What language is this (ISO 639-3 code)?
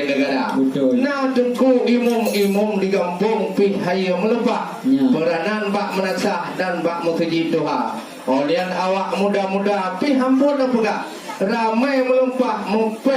ace